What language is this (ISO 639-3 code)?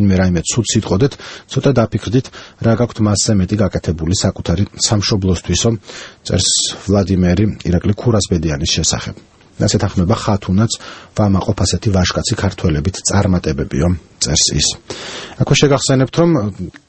kat